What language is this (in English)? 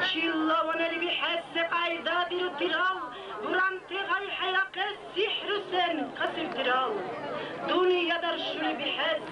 Dargwa